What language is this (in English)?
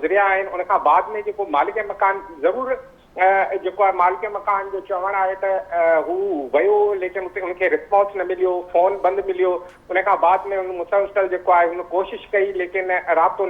Sindhi